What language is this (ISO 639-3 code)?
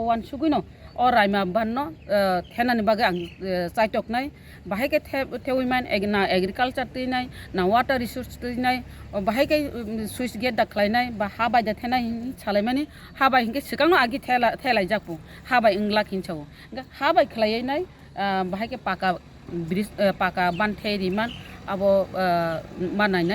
trp